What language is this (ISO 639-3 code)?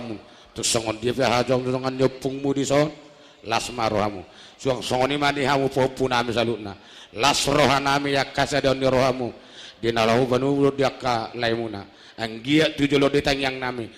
bbc